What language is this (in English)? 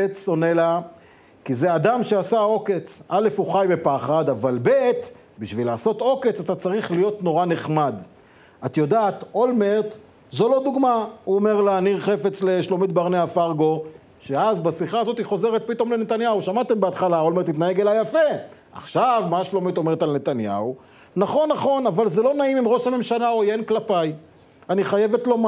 Hebrew